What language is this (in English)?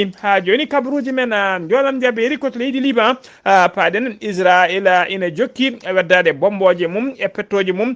Fula